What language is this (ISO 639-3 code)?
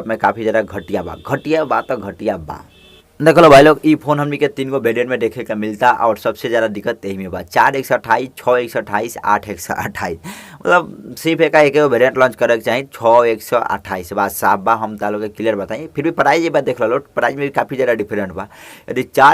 bho